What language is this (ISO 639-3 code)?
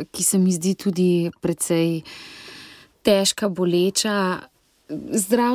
slv